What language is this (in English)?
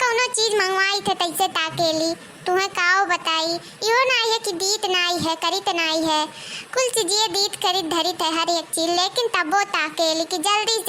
Awadhi